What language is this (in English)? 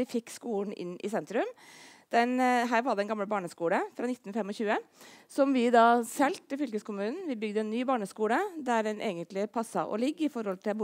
Norwegian